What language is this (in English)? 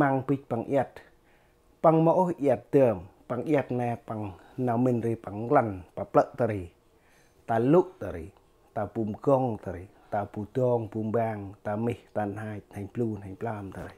Central Mnong